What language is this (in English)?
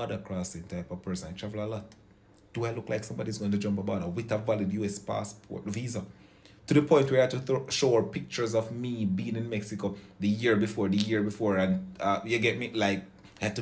Jamaican Creole English